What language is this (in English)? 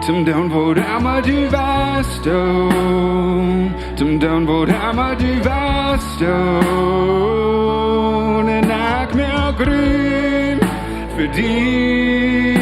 Plautdietsch